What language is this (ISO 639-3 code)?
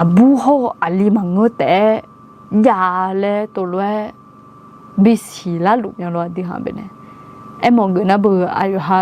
ahk